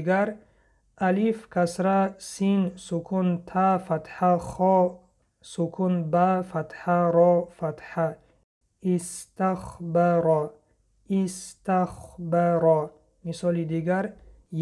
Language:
Tajik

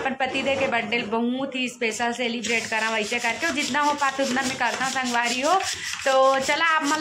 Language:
Chhattisgarhi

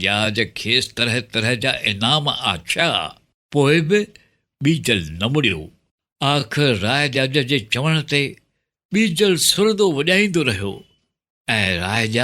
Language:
Sindhi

